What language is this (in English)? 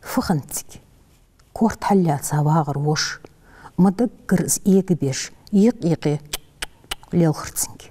Ingush